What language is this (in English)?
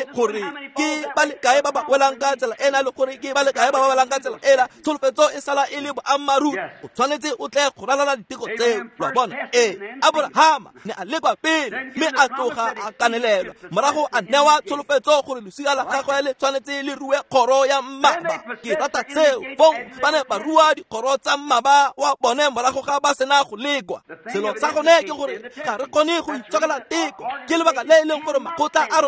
Tswana